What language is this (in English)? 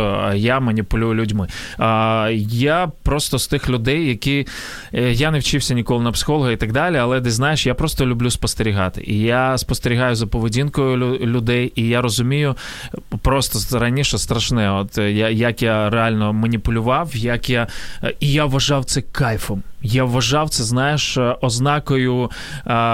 Ukrainian